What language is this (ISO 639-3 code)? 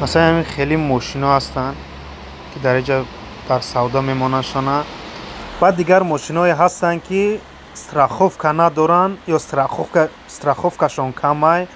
tgk